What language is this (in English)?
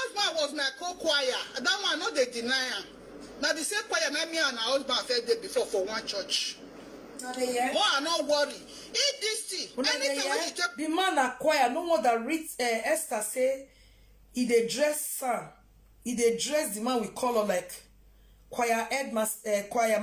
Nigerian Pidgin